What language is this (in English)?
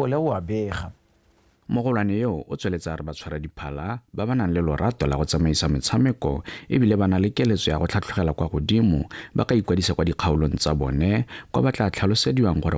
Tswana